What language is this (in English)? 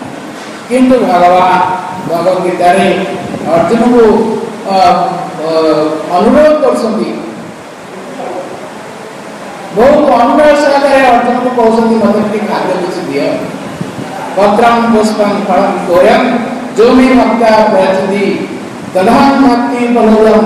Odia